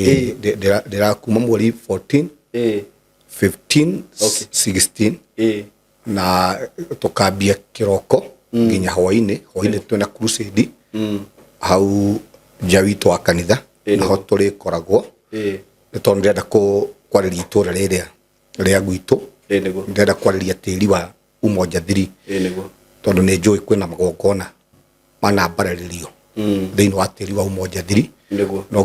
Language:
Kikuyu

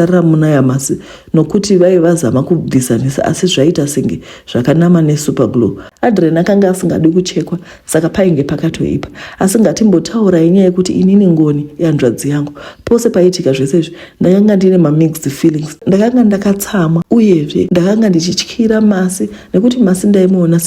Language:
Shona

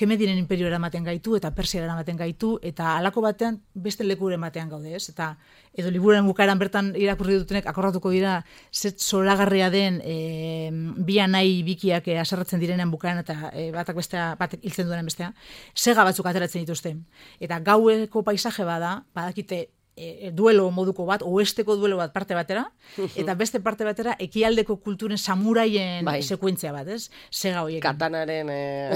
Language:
Basque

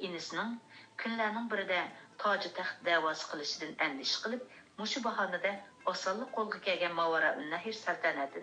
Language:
Uyghur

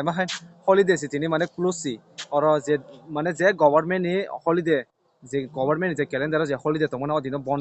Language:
Kok Borok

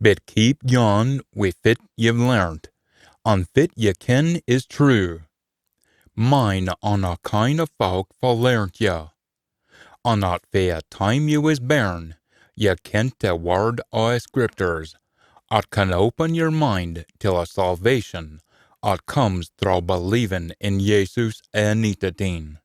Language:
Scots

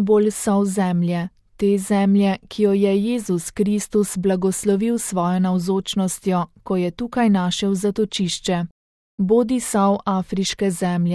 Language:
Slovenian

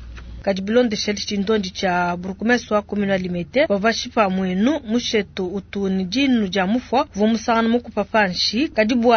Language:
Luba-Lulua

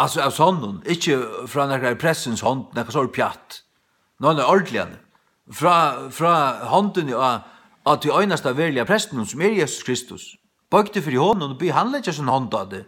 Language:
Faroese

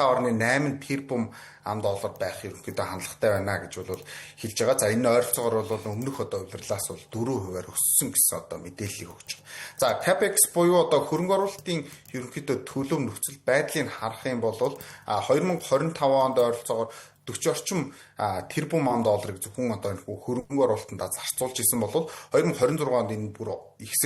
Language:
Mongolian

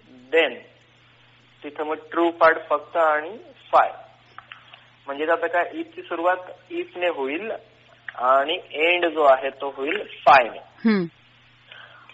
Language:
Marathi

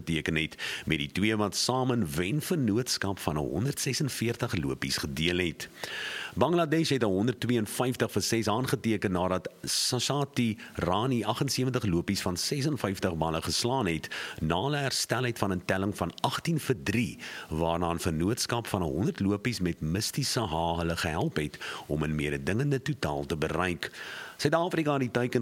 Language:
Afrikaans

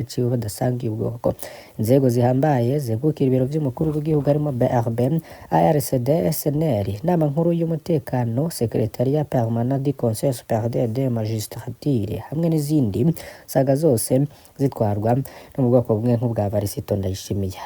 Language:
Rundi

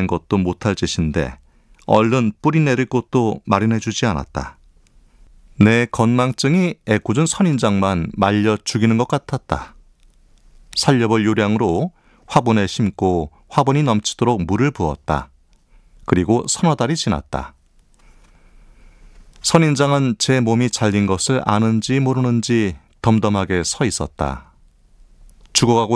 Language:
Korean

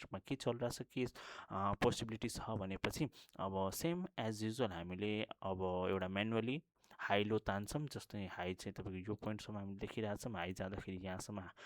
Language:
Nepali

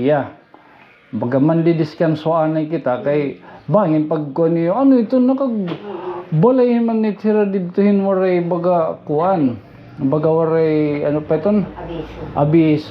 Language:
Waray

